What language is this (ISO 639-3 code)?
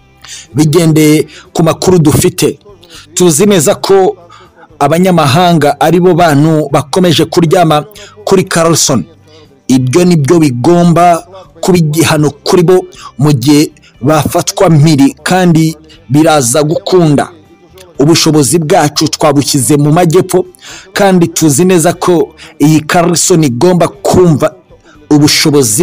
kin